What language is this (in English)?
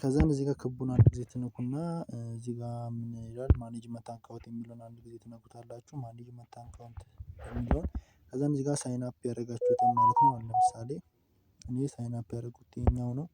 Amharic